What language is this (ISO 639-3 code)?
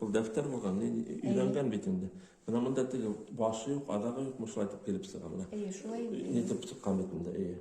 bak